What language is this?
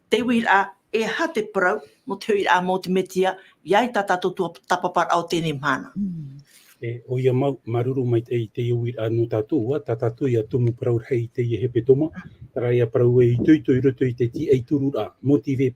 Tahitian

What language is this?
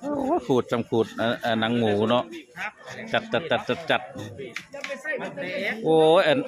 Northeastern Thai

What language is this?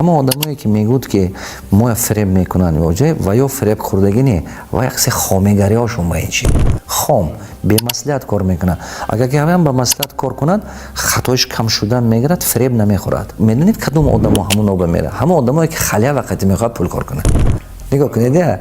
Tajik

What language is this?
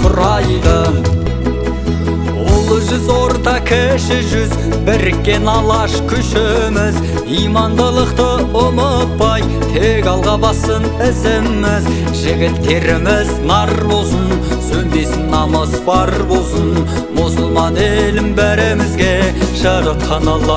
Kazakh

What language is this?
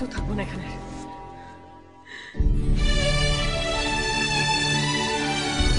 Bangla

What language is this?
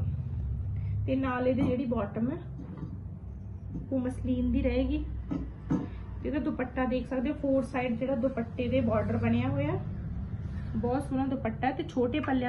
Punjabi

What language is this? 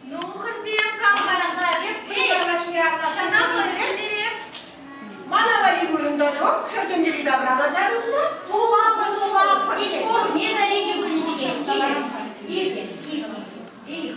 Chuvash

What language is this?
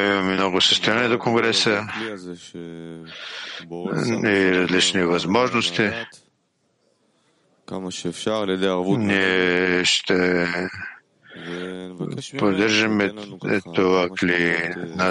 Bulgarian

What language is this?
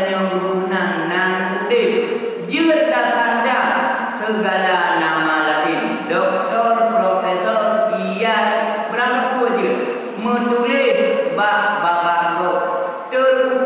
Achinese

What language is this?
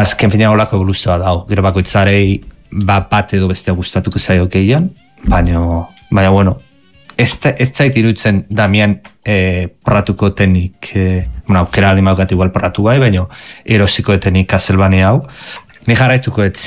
Basque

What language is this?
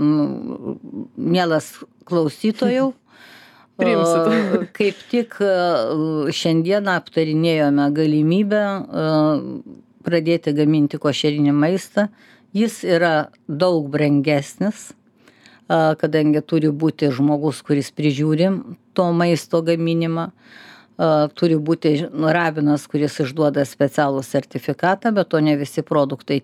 Lithuanian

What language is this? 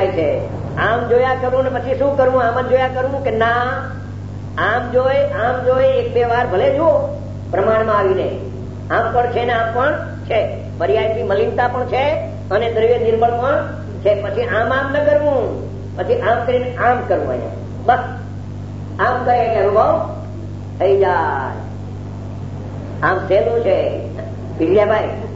Gujarati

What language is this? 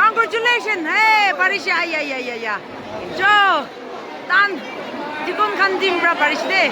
Naga Pidgin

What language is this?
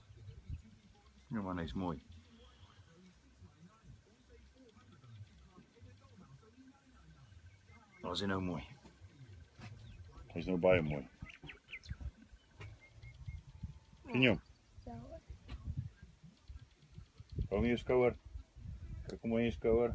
Afrikaans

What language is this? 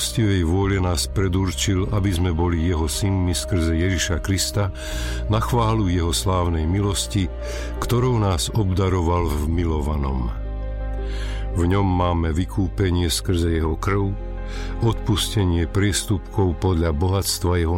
Slovak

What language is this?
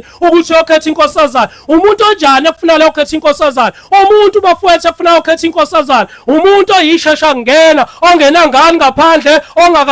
Zulu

